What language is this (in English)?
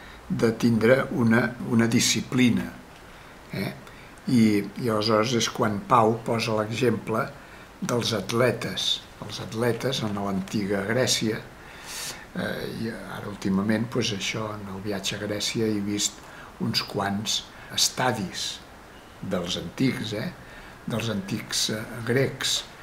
Catalan